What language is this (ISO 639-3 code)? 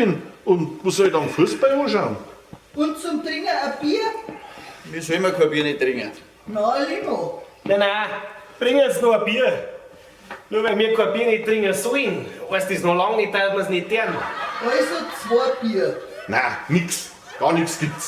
bar